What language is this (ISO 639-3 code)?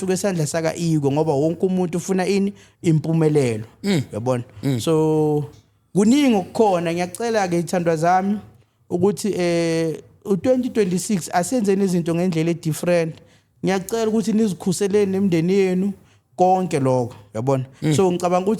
zul